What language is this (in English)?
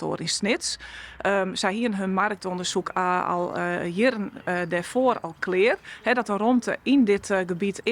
Western Frisian